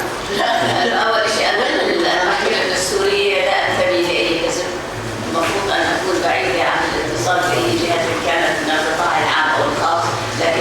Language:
North Levantine Arabic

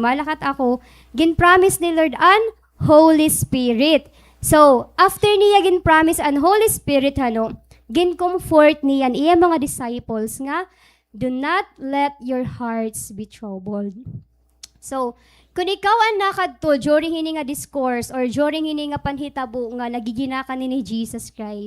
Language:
Waray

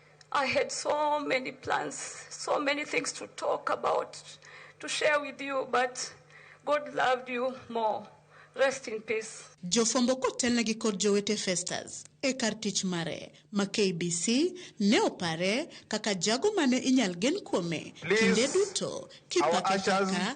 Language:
Luo (Kenya and Tanzania)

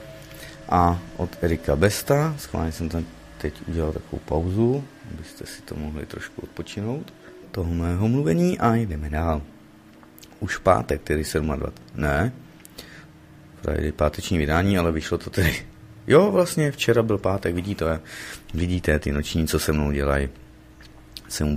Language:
Czech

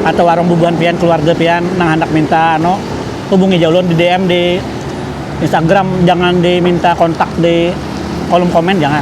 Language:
Banjar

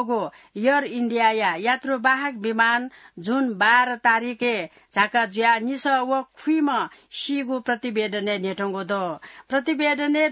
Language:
Newari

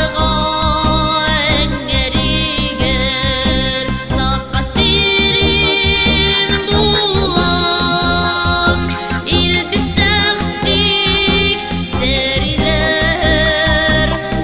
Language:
Yakut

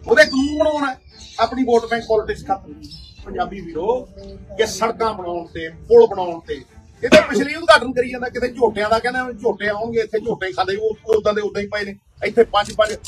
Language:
Punjabi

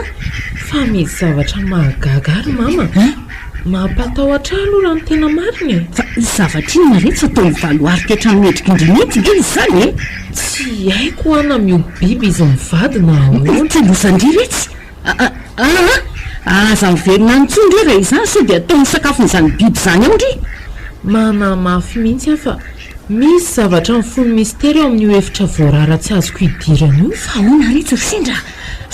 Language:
Malagasy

